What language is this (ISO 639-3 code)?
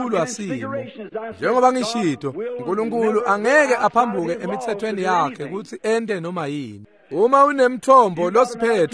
ssw